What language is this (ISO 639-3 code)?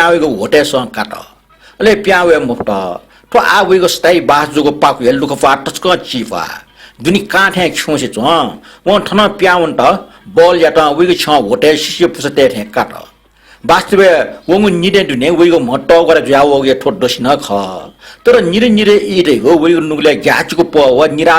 new